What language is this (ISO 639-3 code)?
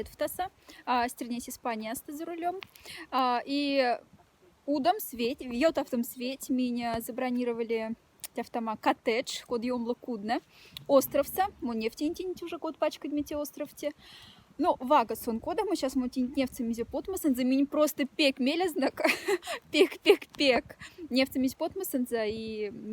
mdf